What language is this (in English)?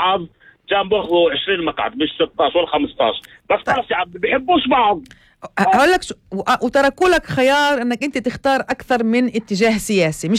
North Levantine Arabic